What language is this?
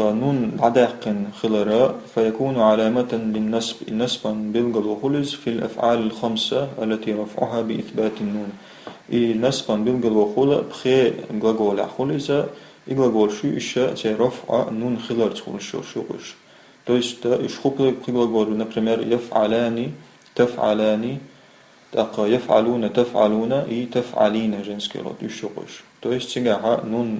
Chechen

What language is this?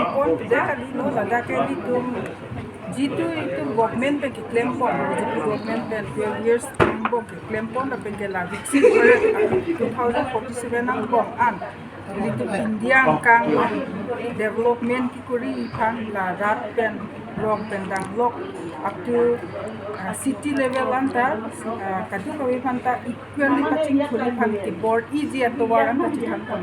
Karbi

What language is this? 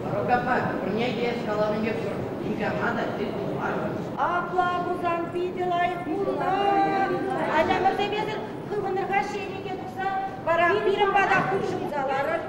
Chuvash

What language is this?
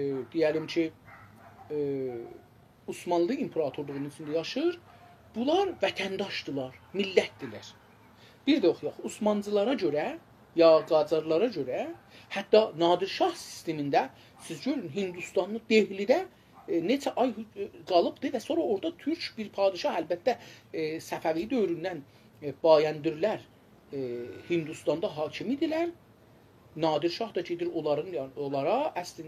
South Azerbaijani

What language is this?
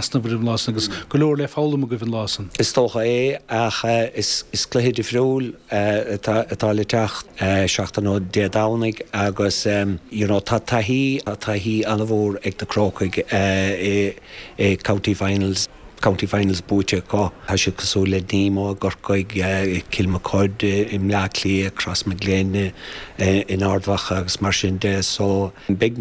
Irish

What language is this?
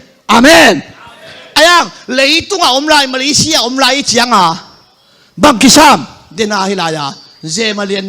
Tedim Chin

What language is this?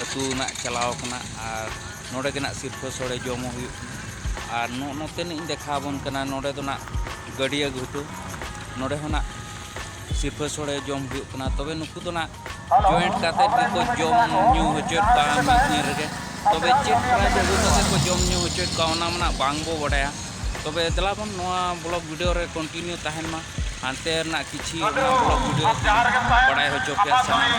Santali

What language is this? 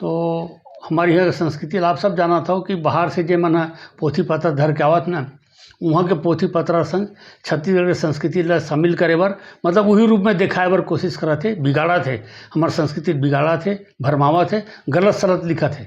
Chhattisgarhi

